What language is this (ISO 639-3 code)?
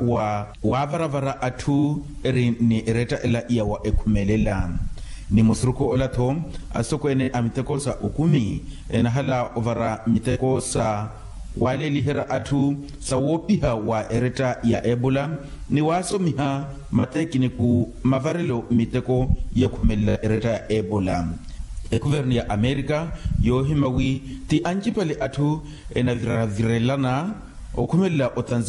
vmw